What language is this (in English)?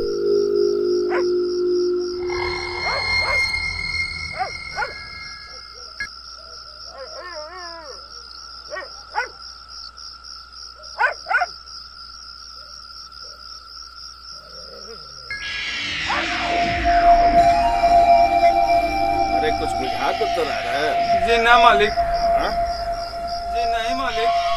Bhojpuri